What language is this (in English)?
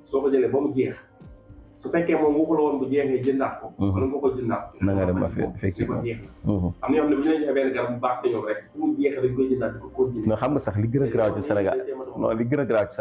Wolof